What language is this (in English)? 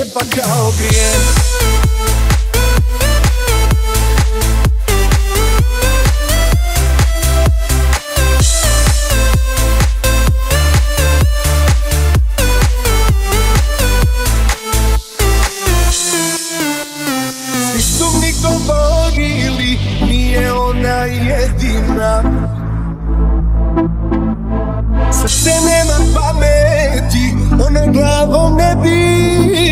Croatian